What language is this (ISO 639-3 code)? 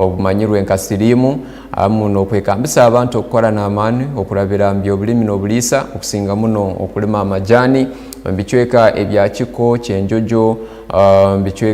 ttj